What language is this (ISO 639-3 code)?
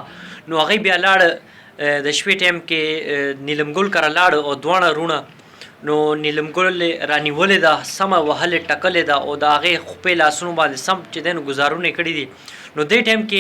pus